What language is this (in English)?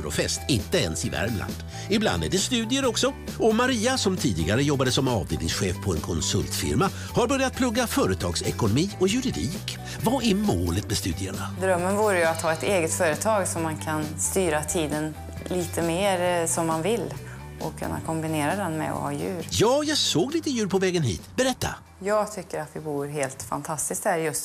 Swedish